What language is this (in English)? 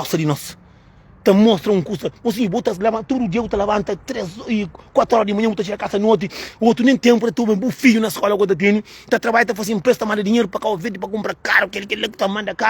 Kabuverdianu